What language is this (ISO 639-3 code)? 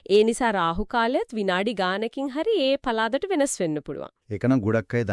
sin